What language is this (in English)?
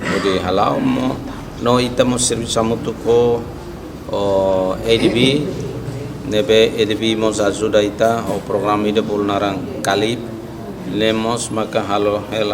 Tetum